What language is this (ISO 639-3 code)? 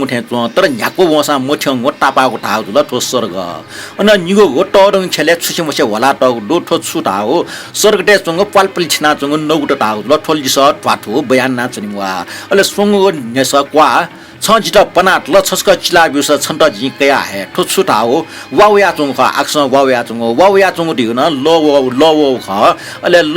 new